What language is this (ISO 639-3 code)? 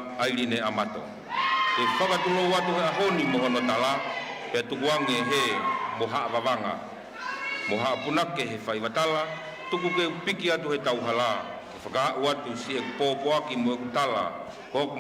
ton